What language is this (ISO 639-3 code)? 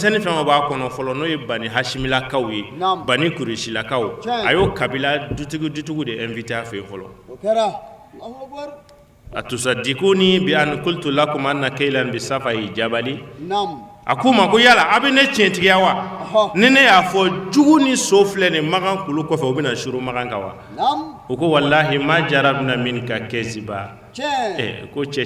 bam